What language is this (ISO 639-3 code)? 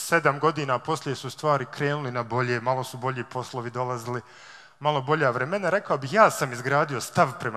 bos